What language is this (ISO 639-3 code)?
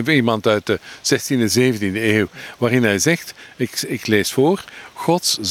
nld